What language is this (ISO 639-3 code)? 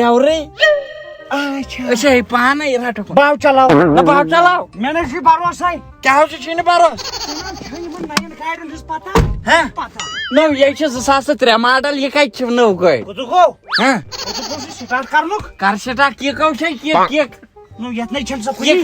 kas